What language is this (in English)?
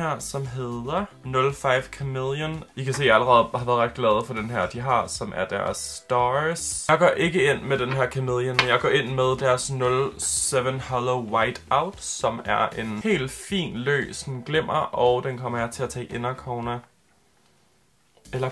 Danish